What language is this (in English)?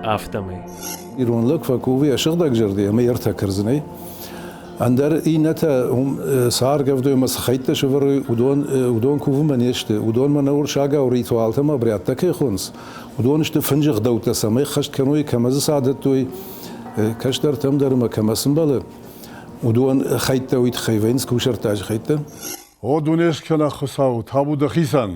Ossetic